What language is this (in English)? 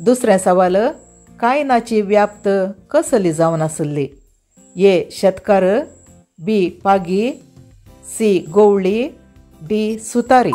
Konkani